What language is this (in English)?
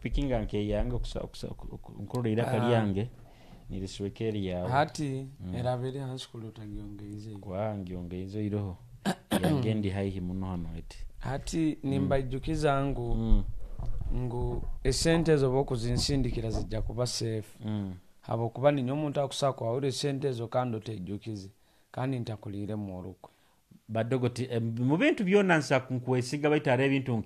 Nyoro